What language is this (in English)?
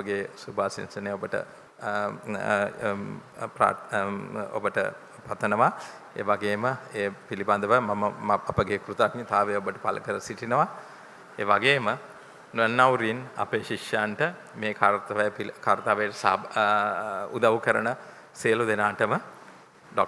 Sinhala